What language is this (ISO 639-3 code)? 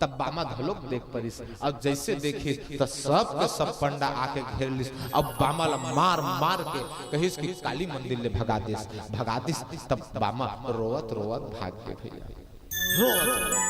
hne